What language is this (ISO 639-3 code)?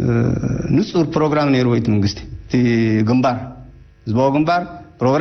tir